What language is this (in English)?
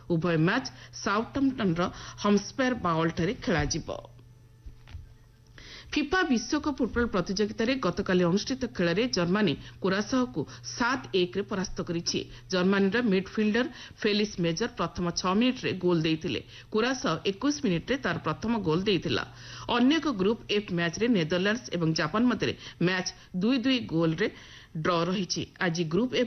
Odia